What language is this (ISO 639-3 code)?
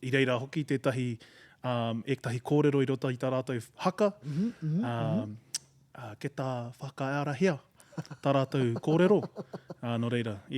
mri